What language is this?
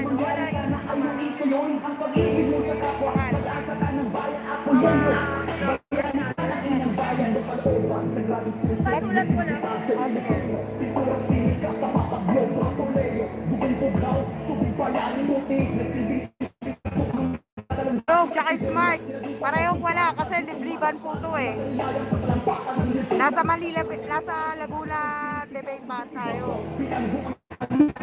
Filipino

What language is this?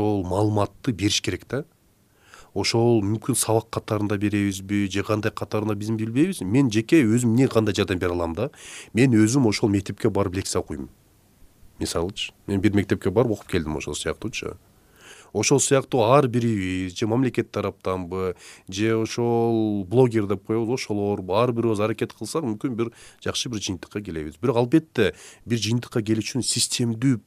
Kyrgyz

